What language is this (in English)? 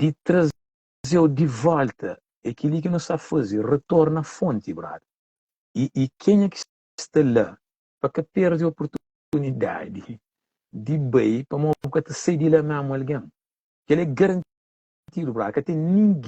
Kabuverdianu